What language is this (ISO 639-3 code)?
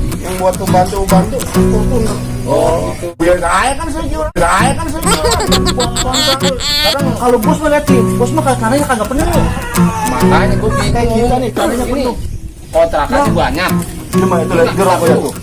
bew